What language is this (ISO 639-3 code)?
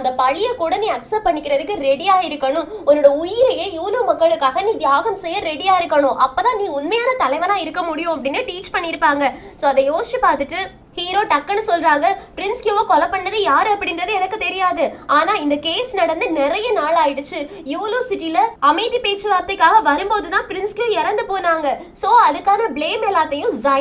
tam